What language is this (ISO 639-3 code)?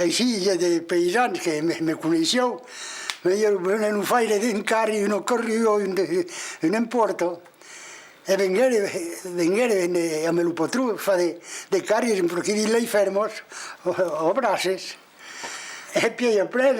oci